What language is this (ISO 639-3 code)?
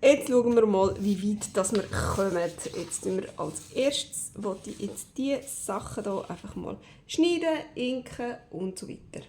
gsw